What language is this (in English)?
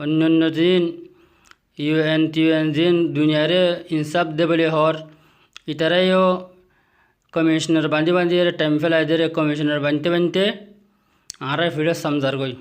Rohingya